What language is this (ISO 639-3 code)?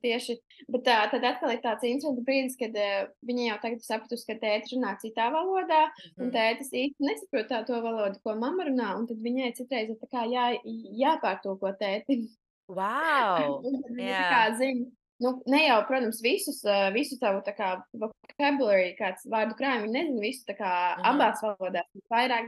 lav